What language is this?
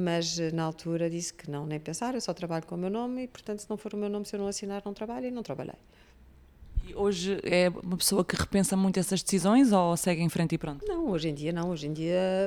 Portuguese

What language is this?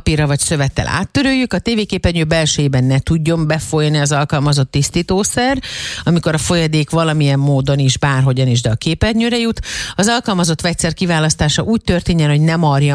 Hungarian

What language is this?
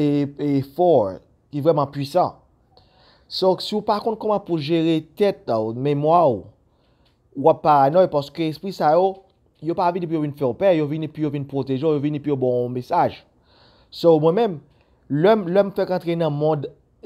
Haitian Creole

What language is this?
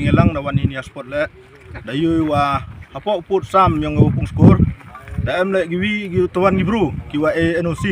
Pnar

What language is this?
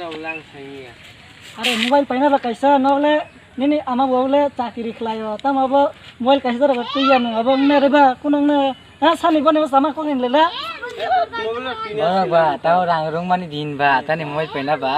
Kok Borok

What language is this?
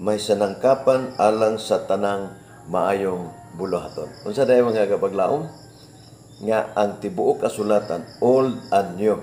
Cebuano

